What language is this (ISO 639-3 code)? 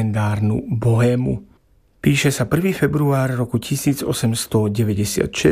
slk